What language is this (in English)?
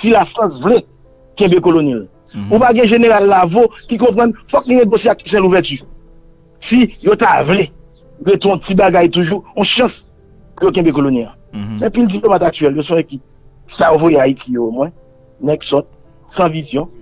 Haitian Creole